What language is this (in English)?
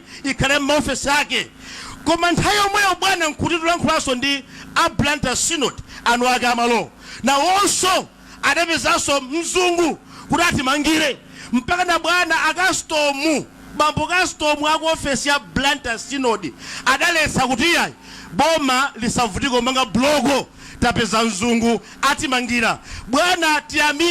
Nyanja